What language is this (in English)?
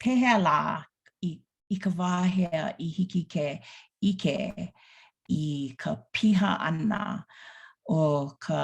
Hawaiian